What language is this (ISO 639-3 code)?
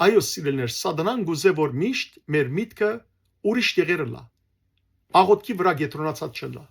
hyw